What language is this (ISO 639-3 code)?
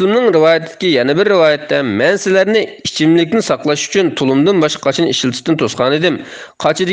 uig